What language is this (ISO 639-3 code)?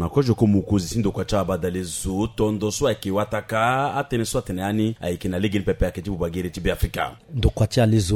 sag